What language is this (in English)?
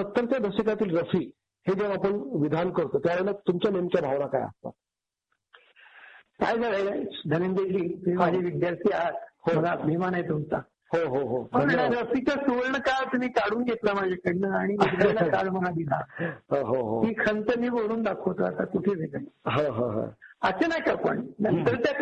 Marathi